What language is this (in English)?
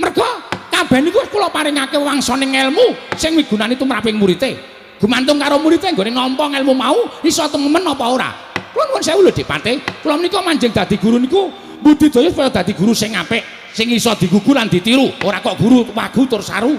Javanese